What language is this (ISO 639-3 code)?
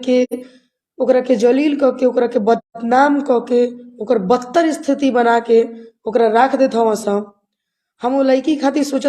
bho